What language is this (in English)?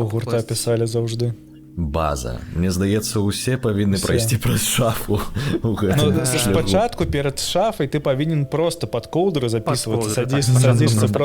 Belarusian